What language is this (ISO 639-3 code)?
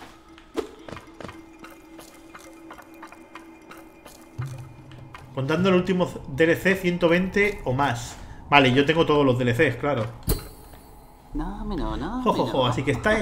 spa